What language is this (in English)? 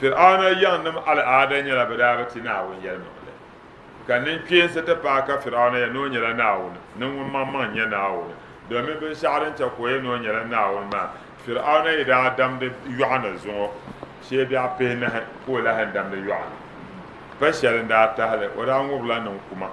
Dagbani